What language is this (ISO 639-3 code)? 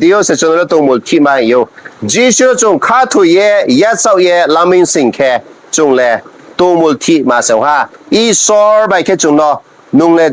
ria